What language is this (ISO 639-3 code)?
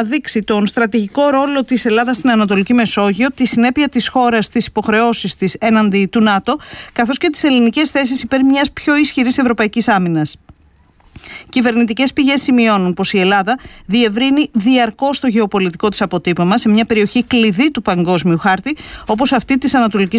ell